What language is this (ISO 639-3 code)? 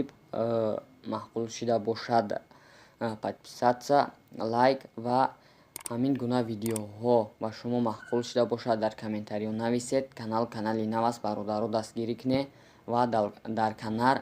tgk